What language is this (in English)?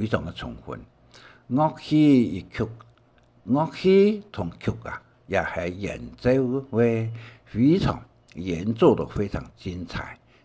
Hakka Chinese